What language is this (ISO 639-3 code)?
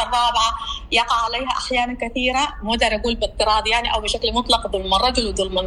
apd